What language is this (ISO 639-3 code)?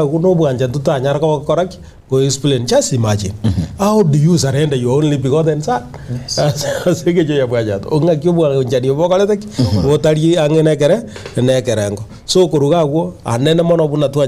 guz